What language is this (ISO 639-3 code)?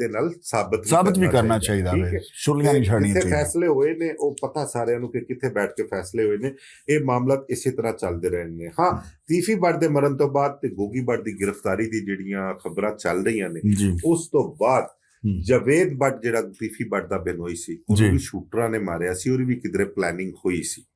lah